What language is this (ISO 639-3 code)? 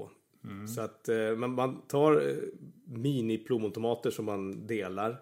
swe